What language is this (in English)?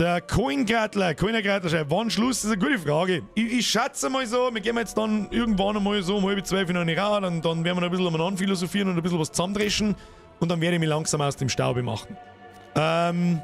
Bavarian